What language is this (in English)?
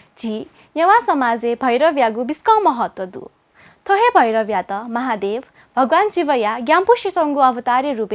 Newari